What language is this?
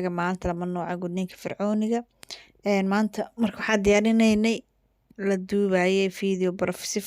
Somali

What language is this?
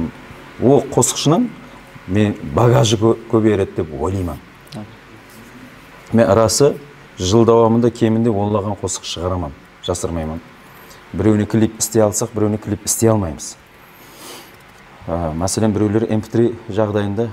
Kazakh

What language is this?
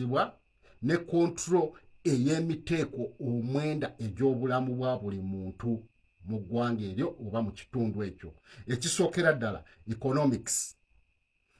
Ganda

